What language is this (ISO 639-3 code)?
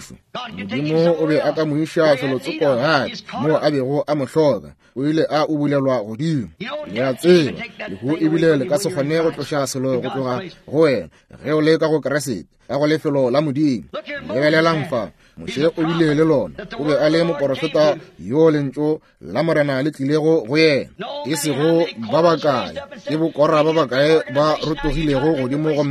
nso